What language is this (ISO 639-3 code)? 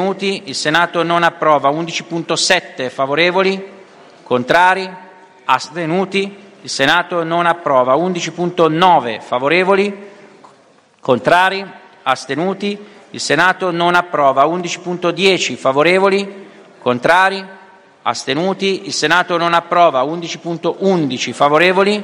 ita